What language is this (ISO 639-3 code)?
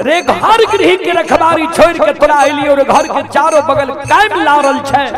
mai